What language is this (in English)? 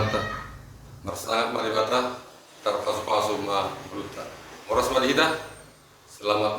Batak Toba